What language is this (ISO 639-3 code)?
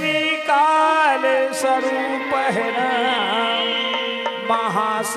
hne